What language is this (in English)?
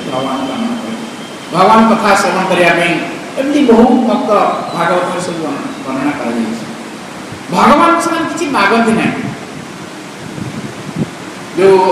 Odia